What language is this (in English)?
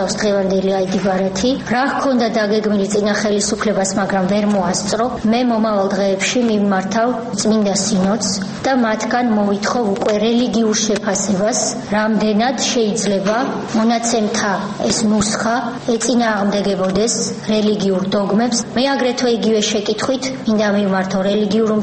Georgian